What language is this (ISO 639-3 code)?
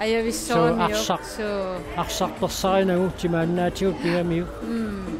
kal